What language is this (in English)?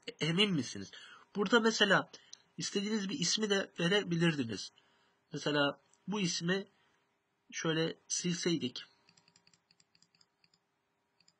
Turkish